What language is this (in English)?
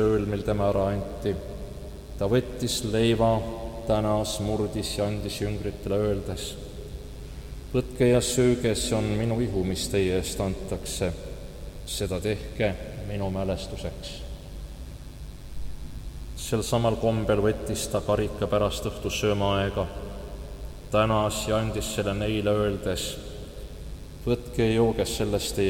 Estonian